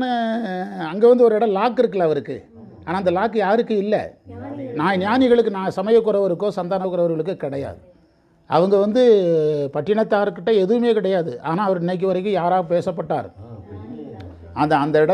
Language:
Tamil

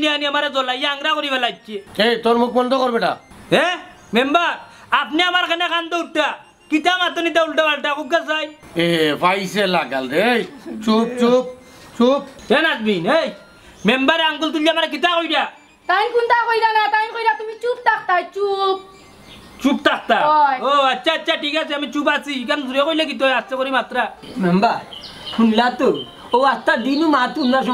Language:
Sylheti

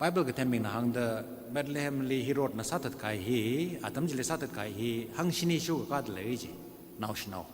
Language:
Tangkhul Naga (India)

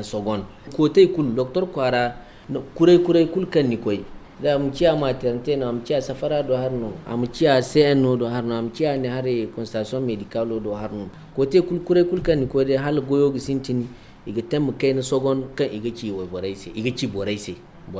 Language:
Zarma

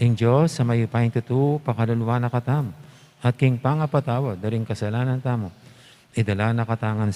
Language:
Pampanga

